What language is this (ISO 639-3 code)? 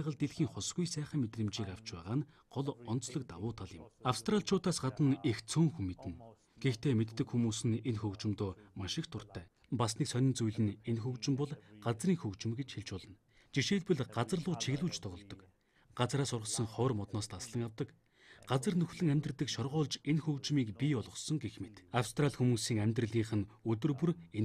mon